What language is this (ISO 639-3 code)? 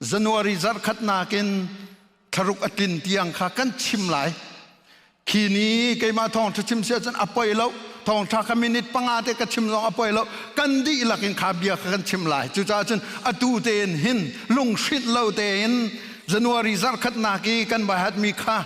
cnh